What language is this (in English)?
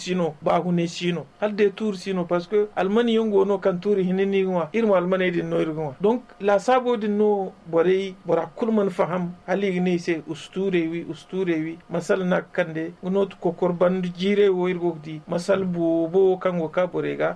Zarma